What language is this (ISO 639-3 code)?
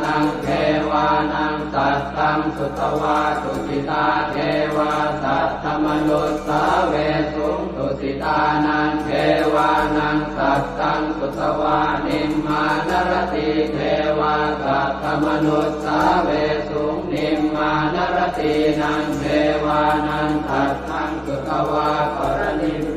pli